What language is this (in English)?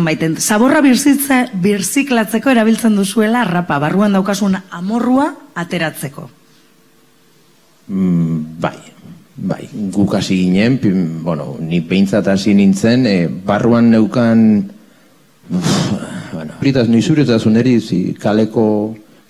Basque